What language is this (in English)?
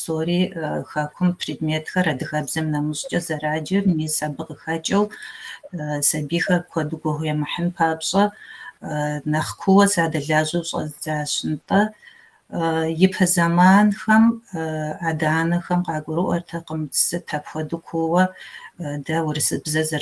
Kabardian